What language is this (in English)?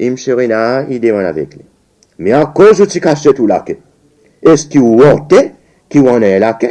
Seselwa Creole French